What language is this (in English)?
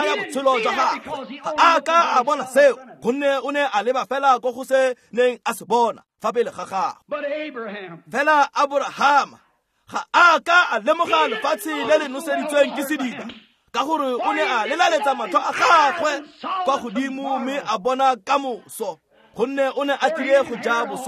Tswana